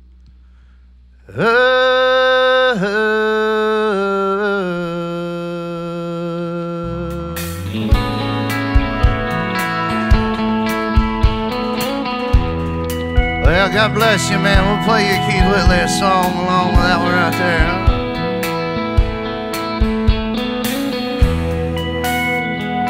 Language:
English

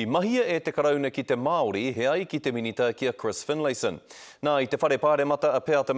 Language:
Māori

